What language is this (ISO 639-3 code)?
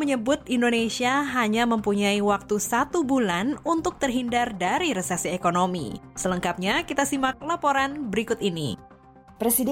ind